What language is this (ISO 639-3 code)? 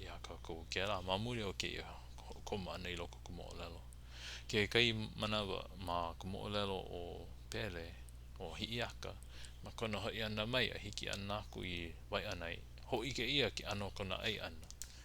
haw